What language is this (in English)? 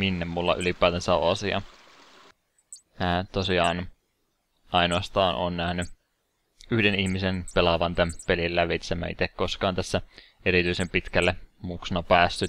Finnish